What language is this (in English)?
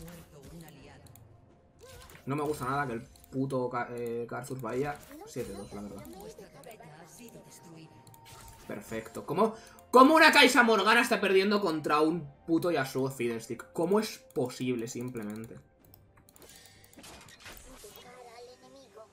Spanish